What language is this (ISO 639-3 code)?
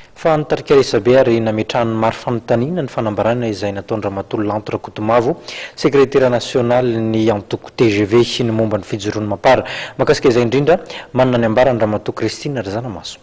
mlg